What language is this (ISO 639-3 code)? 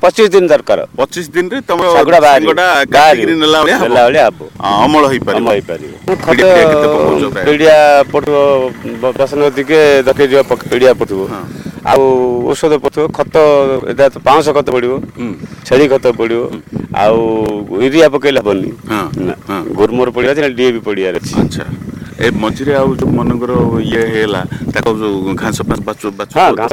ori